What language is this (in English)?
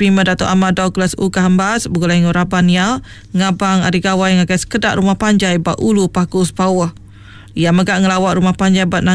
Iban